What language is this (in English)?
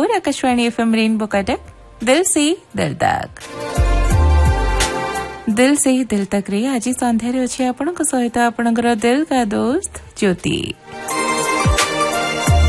Odia